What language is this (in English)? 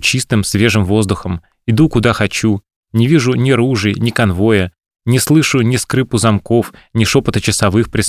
Russian